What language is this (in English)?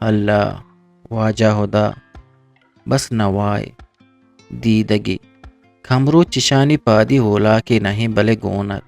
Eastern Balochi